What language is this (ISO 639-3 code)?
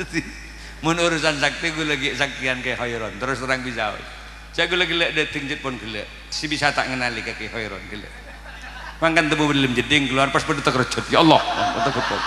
mad